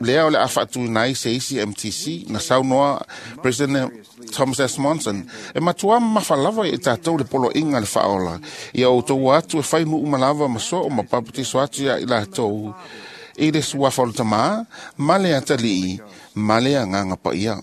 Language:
Samoan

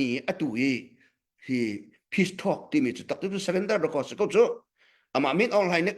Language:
Hakha Chin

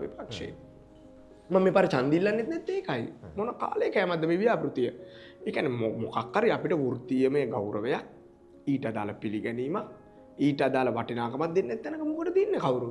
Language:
Sinhala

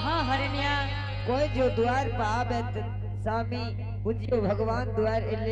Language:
Angika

